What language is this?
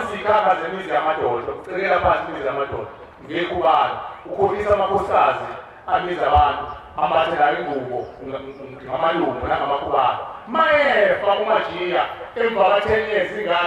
Zulu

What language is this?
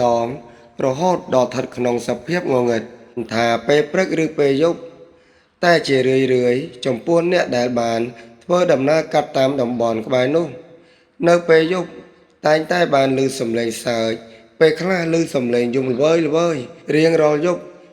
Khmer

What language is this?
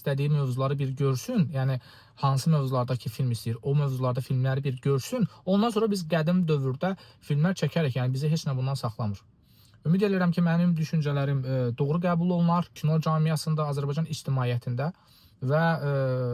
Azerbaijani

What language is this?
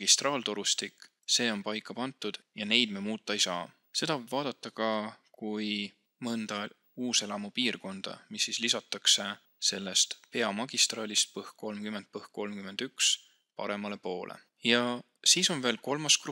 Estonian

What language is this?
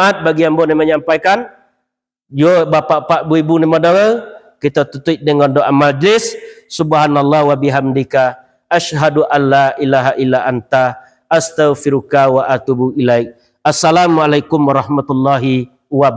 Minangkabau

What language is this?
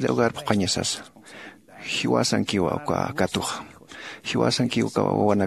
Aymara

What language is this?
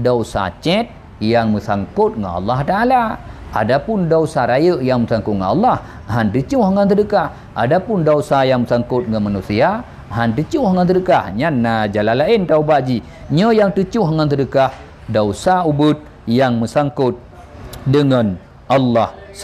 Achinese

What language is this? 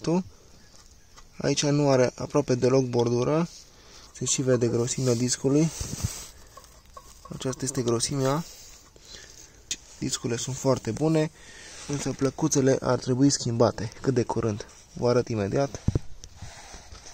Romanian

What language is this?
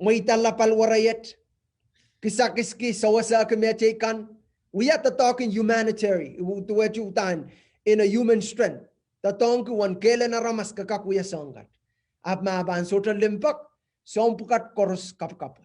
Pohnpeian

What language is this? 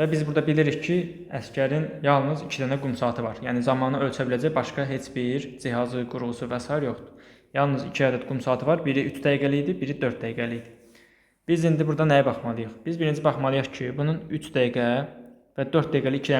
Azerbaijani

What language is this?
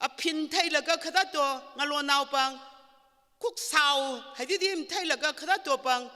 Tangkhul Naga (India)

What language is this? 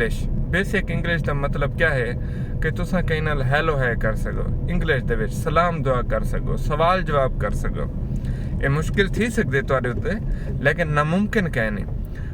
Saraiki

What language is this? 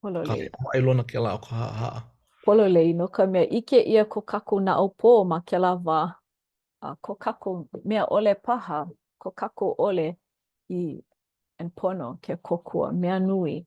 Hawaiian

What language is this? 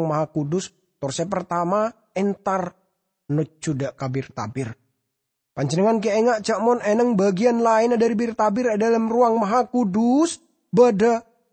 Madurese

